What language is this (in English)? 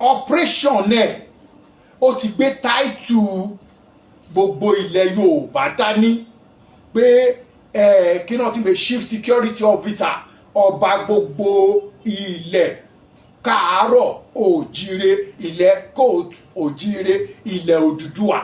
Yoruba